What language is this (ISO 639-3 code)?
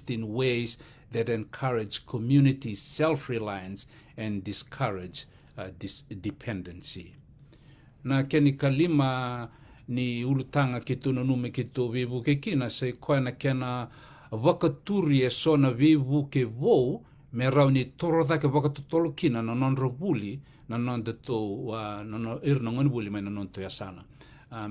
fij